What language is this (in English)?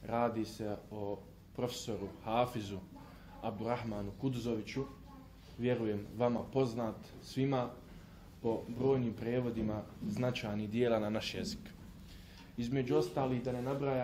Bosnian